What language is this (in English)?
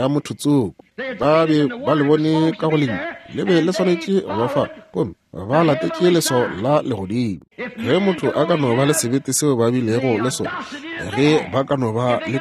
Northern Sotho